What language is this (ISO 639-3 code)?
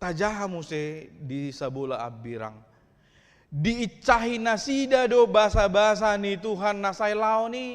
bbc